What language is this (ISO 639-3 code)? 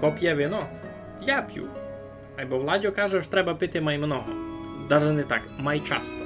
rue